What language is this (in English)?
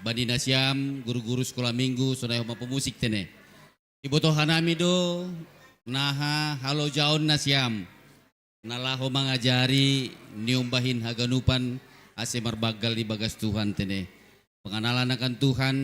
Batak Simalungun